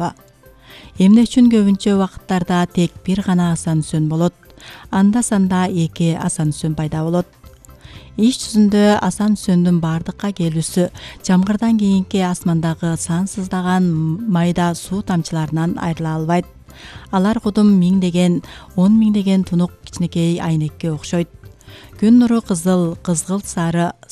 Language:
Kyrgyz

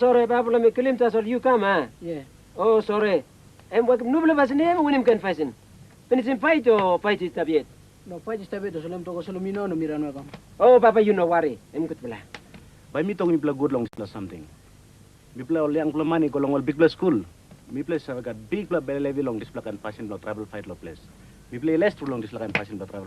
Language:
Tok Pisin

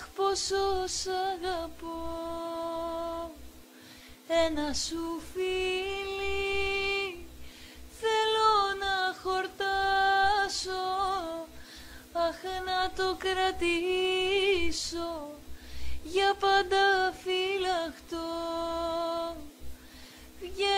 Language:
Greek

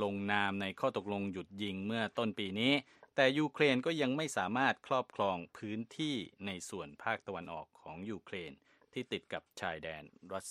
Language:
Thai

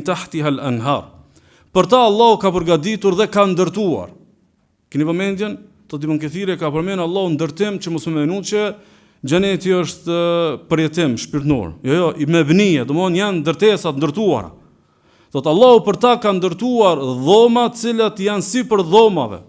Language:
Albanian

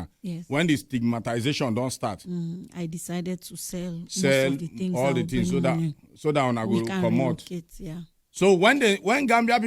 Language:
Nigerian Pidgin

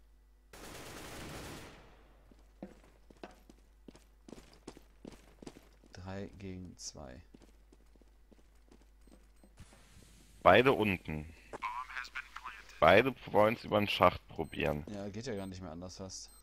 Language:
German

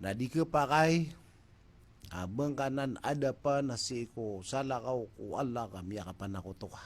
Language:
Maranao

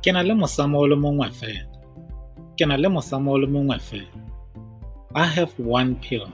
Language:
Tswana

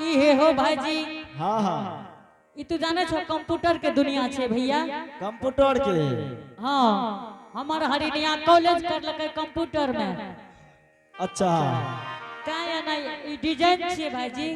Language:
Angika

